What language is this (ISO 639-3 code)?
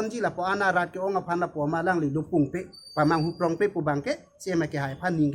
mjw